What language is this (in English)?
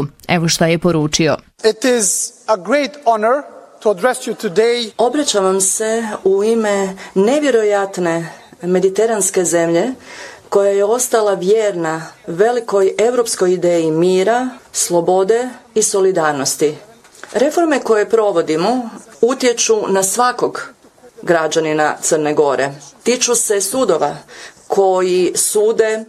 Bosnian